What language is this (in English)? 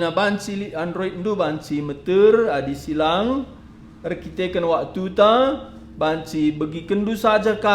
Batak Karo